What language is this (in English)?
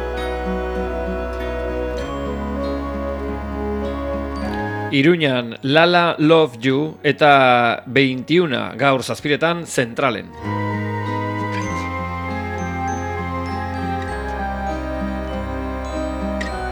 Basque